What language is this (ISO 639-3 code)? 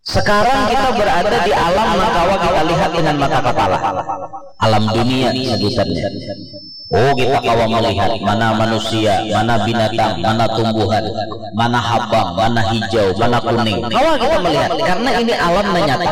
bjn